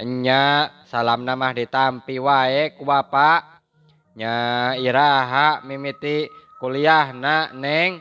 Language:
Sundanese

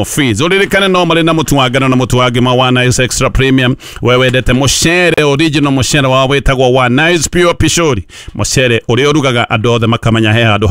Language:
Kikuyu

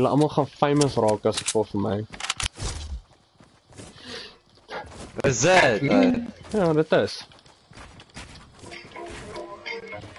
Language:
Afrikaans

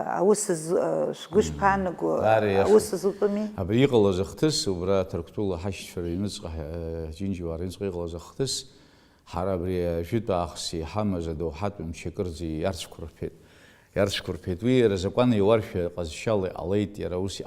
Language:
Abkhazian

